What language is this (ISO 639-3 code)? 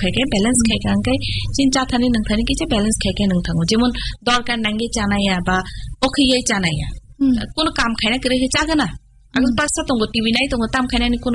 ben